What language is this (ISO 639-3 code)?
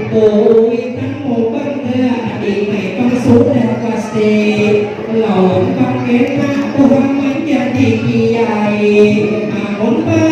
bjn